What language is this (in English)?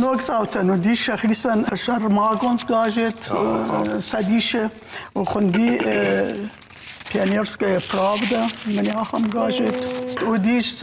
Ossetic